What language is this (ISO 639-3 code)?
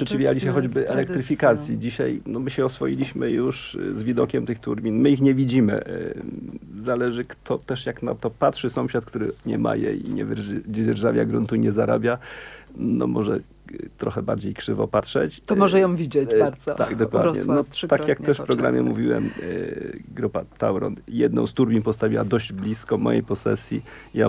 pol